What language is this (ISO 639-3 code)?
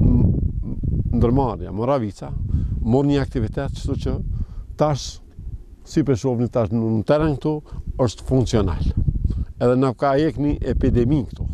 sqi